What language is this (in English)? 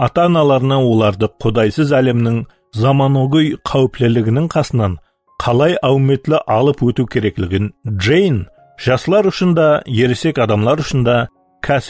Kara-Kalpak